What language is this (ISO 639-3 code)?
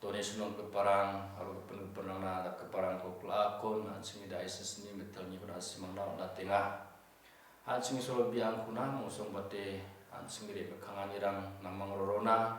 grt